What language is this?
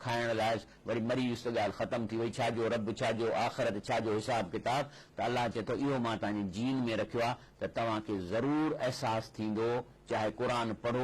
Sindhi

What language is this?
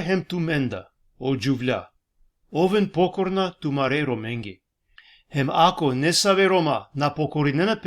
Balkan Romani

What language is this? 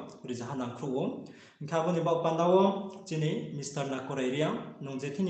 Riang (India)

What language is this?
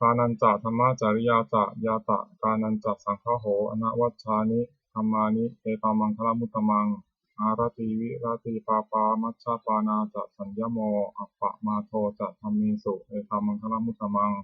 Pali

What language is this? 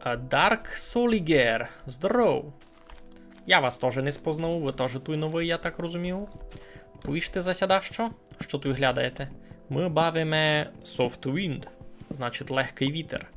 Rusyn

